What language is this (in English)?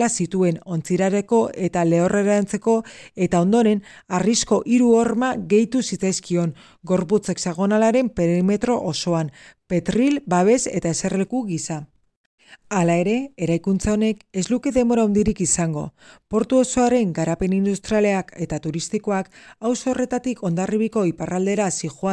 Basque